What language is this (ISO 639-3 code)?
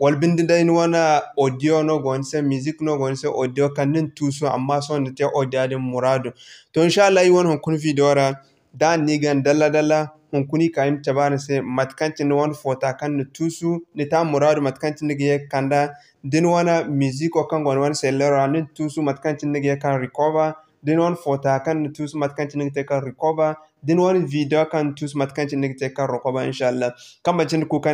dje